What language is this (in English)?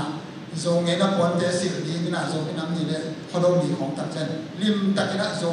Tedim Chin